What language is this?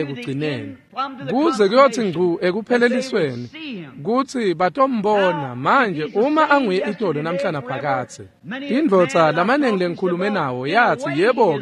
Swati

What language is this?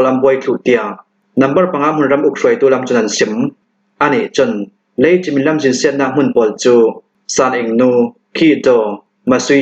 Hakha Chin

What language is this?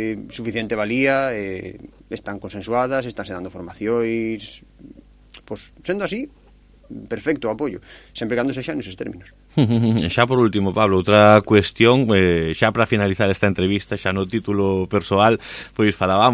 Galician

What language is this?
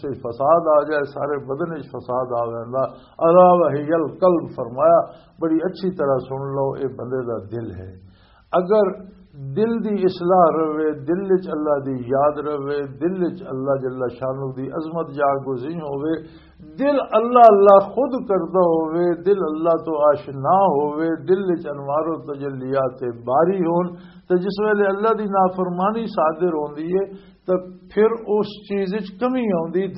Western Panjabi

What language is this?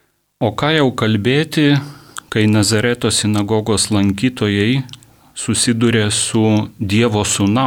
Lithuanian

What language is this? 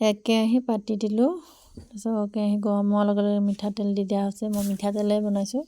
Assamese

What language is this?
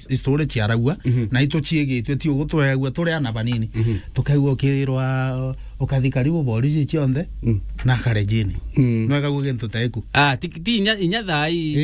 Meru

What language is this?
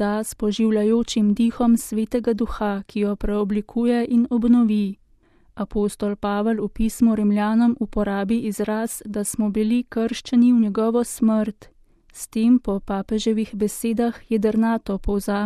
Slovenian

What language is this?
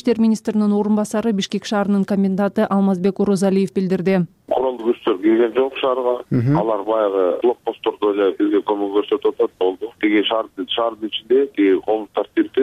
Kyrgyz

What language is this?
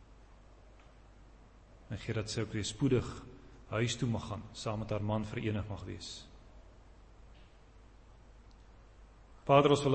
Afrikaans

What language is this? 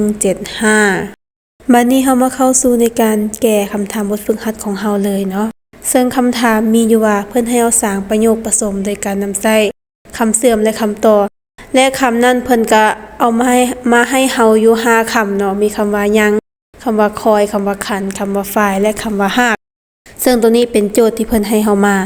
Lao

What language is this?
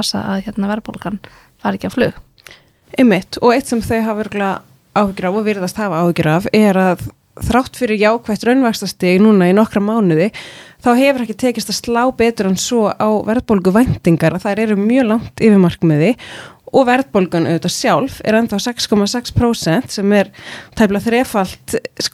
Icelandic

